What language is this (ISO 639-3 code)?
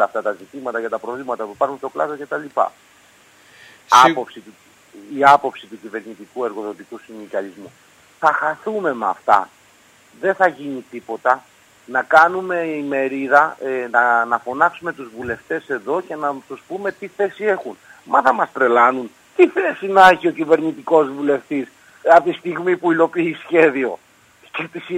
ell